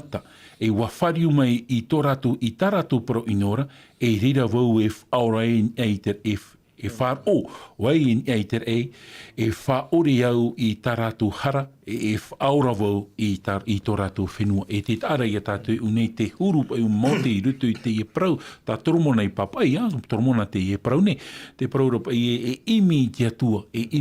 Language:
Tahitian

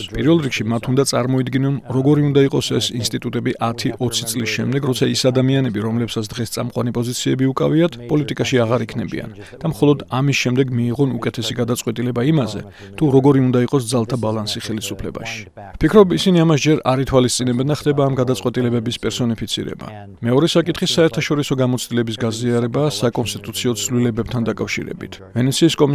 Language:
Georgian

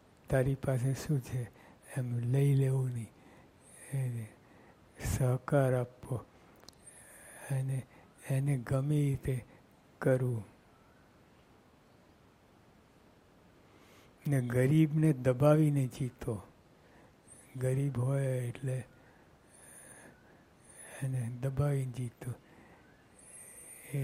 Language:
Gujarati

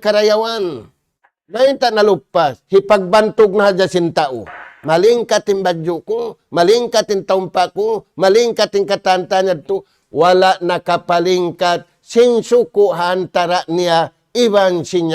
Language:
Tausug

